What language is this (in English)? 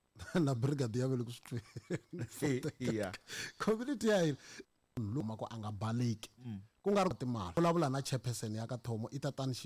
Tsonga